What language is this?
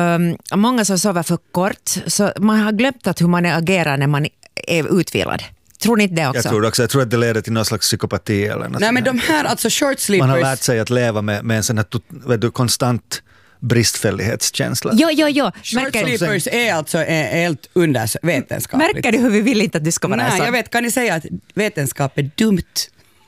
Swedish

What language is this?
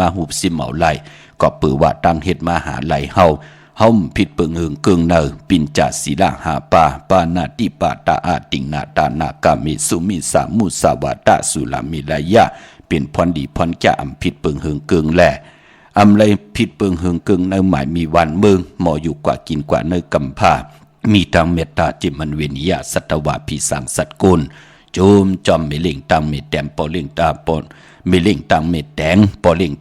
Shan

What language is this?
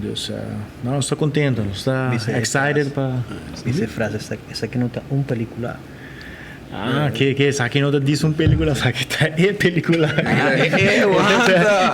Papiamento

